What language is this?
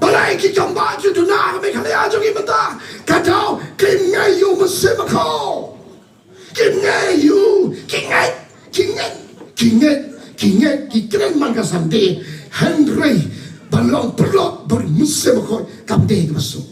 Khasi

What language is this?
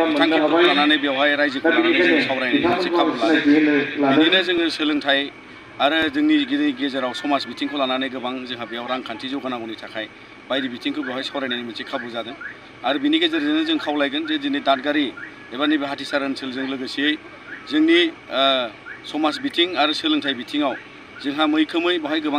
Bodo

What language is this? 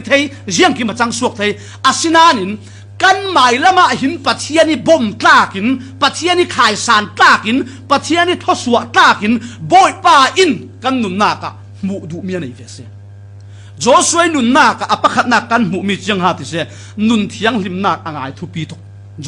Falam Chin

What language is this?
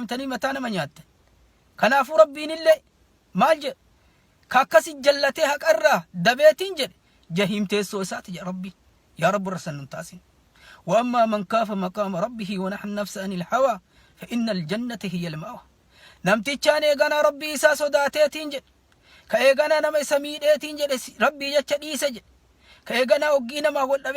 Oromo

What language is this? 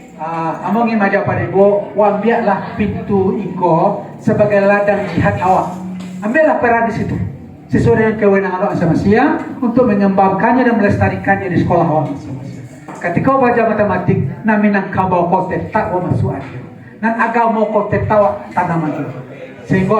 Minangkabau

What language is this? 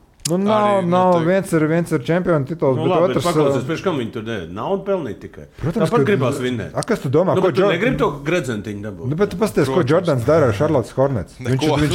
Latvian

